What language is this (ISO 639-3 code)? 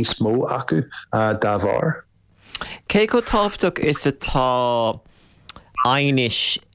gle